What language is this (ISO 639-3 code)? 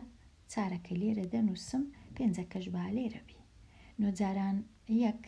ckb